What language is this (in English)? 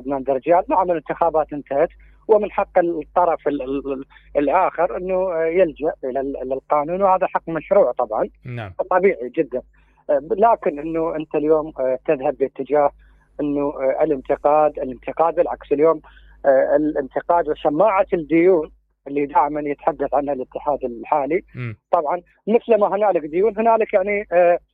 Mesopotamian Arabic